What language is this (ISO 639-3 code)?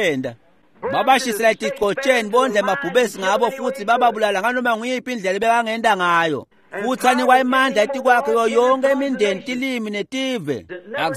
ssw